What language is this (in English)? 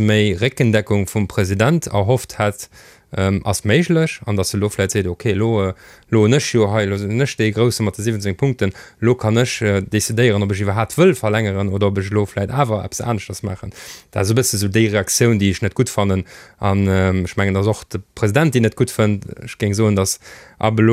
Luxembourgish